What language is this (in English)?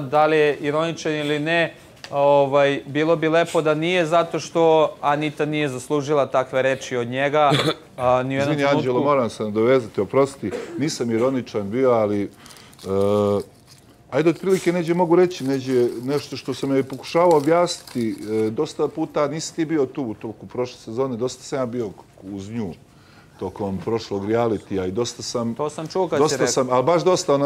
Serbian